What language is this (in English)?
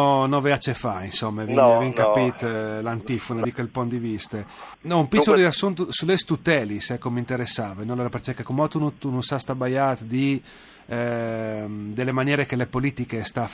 Friulian